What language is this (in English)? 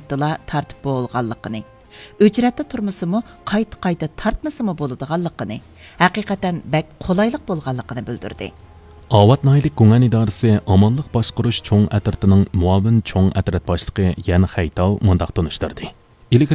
Uyghur